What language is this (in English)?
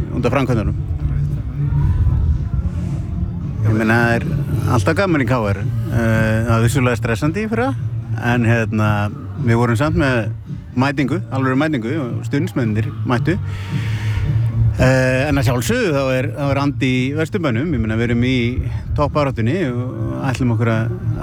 Icelandic